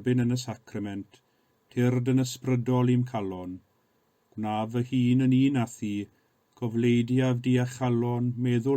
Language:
Welsh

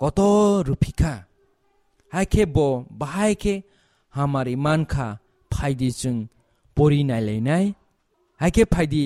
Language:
Kok Borok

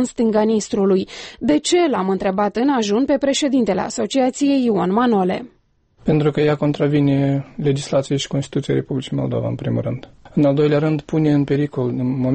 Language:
Romanian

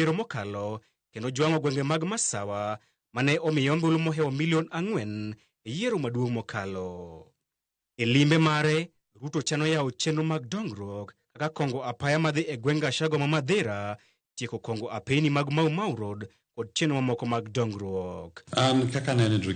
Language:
Luo (Kenya and Tanzania)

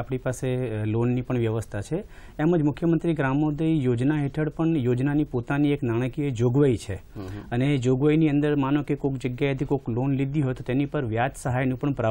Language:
Gujarati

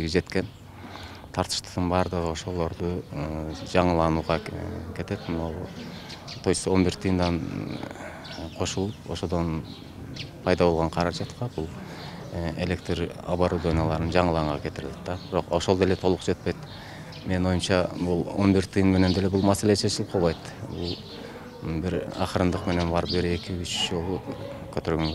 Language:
Kyrgyz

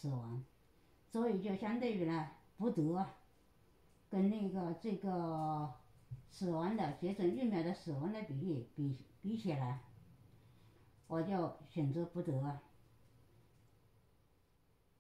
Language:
Chinese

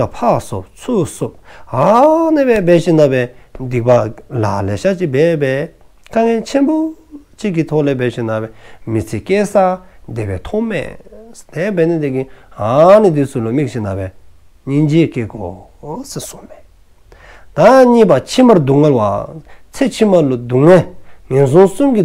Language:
Dzongkha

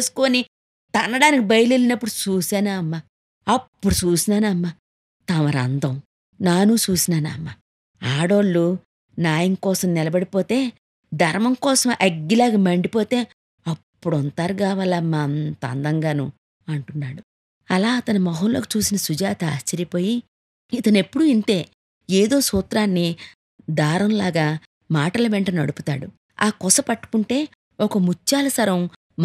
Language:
Telugu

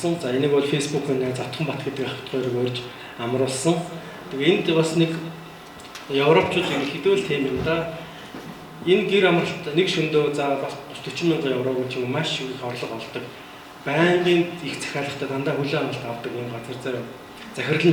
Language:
Mongolian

